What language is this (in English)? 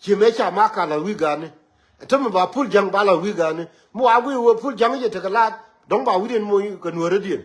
Nuer